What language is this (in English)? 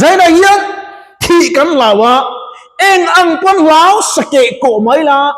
Mizo